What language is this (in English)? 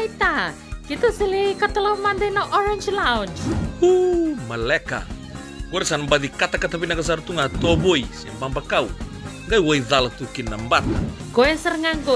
Fijian